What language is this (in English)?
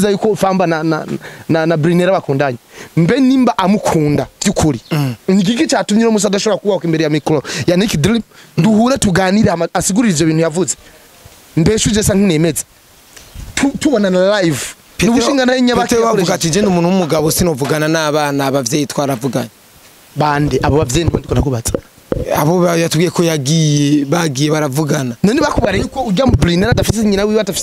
Rundi